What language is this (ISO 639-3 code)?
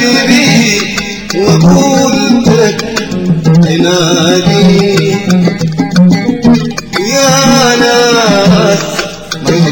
ara